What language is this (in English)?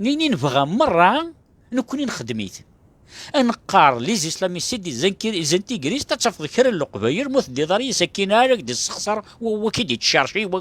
Kabyle